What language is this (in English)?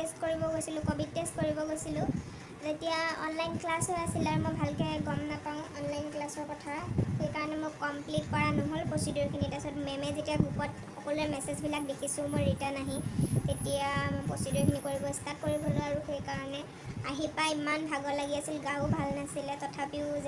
Assamese